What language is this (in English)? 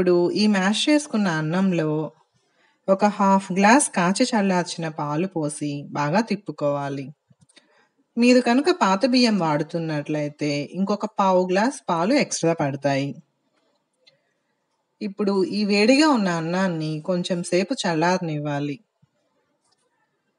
Telugu